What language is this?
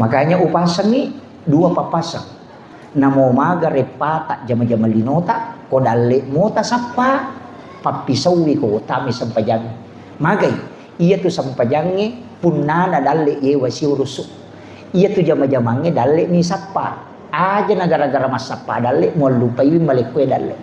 Buginese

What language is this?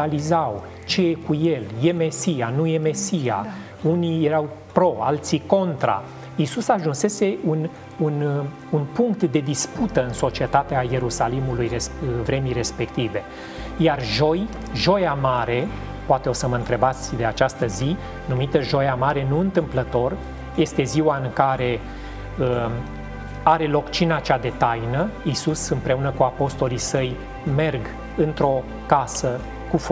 Romanian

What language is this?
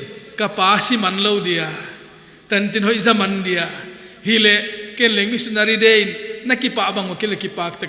Paite Chin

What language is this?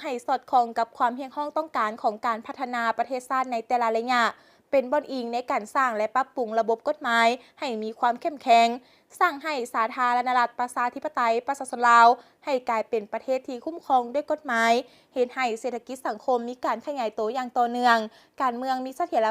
Lao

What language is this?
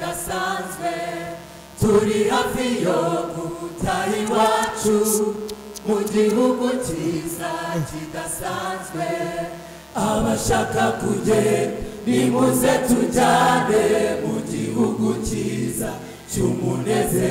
Kinyarwanda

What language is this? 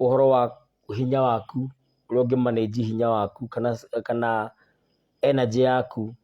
Kikuyu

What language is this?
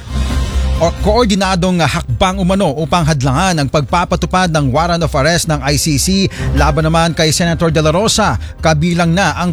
Filipino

